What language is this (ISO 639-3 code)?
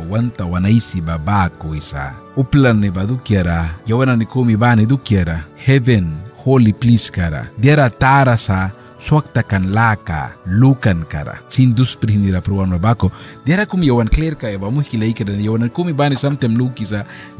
miq